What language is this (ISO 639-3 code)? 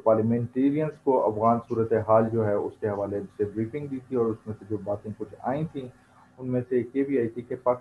urd